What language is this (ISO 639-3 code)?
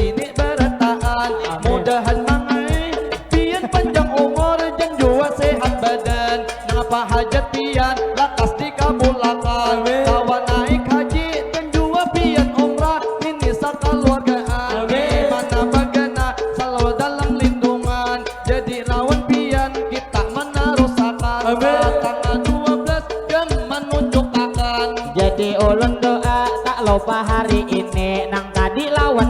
bjn